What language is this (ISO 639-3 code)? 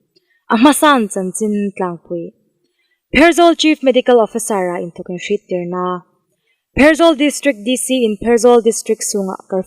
hmr